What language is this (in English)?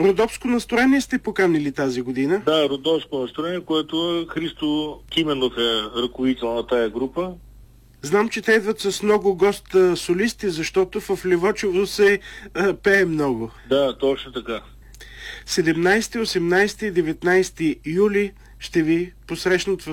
Bulgarian